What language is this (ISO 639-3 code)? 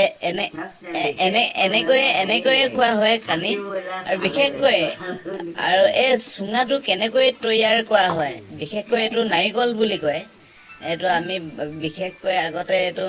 asm